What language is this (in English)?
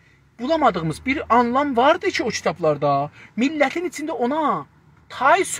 South Azerbaijani